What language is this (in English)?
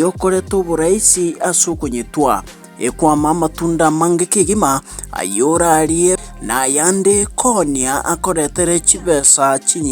Gusii